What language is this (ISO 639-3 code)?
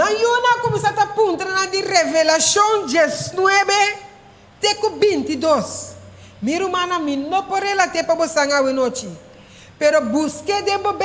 pap